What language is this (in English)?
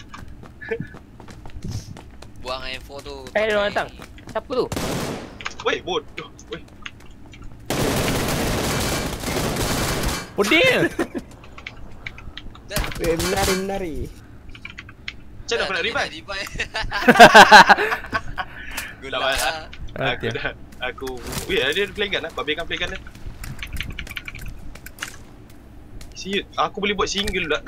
Malay